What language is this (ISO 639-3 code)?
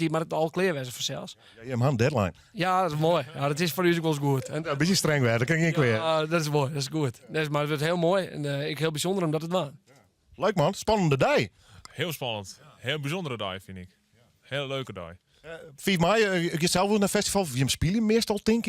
fry